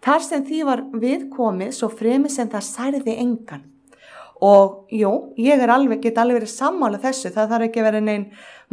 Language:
Icelandic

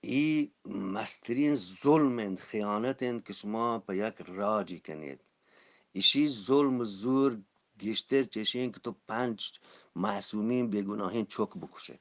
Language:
Eastern Balochi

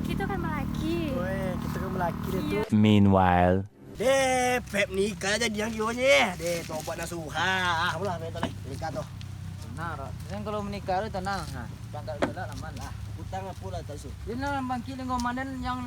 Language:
Minangkabau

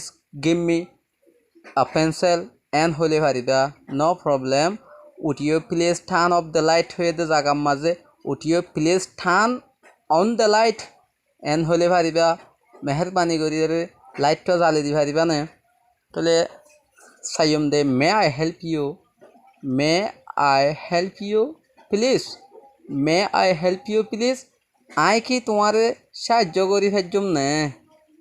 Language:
Rohingya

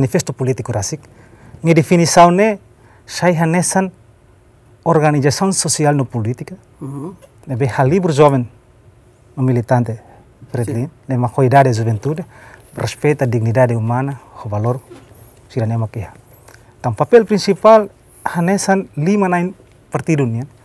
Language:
Tetum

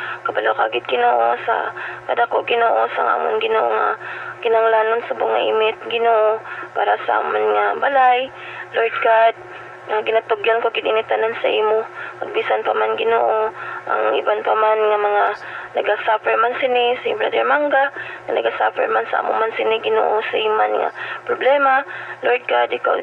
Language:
Hiligaynon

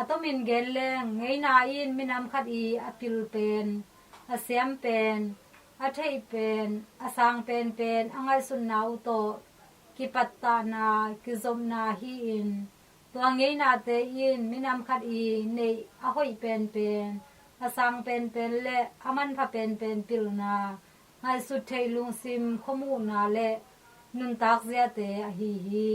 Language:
Tedim Chin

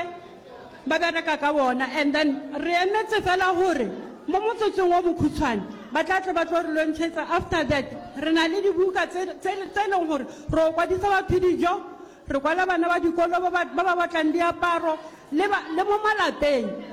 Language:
Northern Sotho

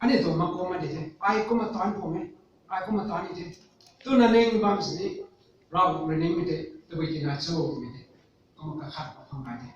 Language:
Rongmei Naga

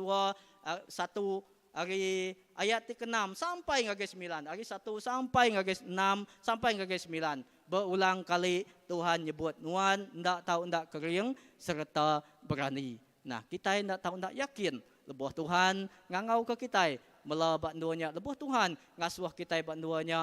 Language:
Iban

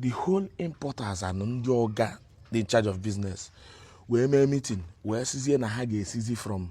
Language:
Igbo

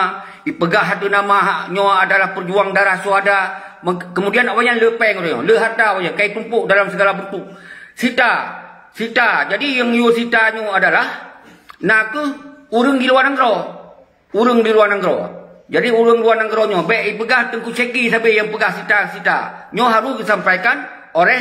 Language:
Achinese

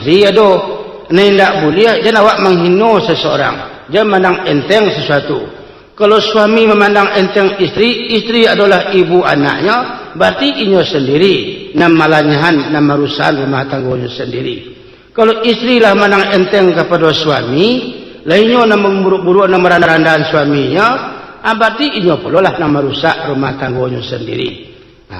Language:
Minangkabau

